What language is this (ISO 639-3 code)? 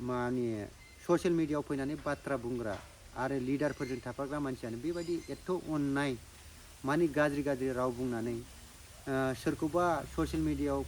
brx